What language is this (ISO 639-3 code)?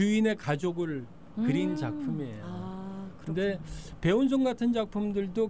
kor